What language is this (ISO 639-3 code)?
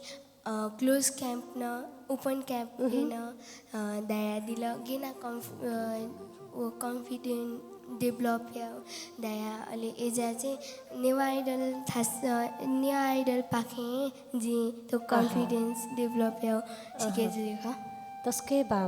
new